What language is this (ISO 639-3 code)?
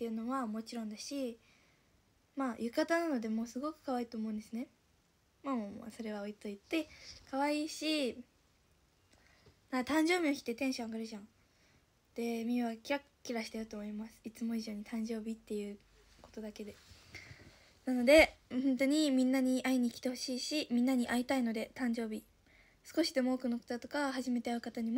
jpn